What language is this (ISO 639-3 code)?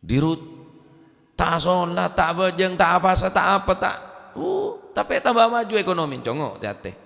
mad